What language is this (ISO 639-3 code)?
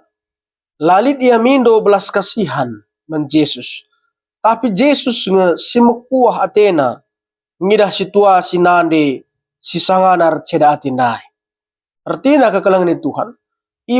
btx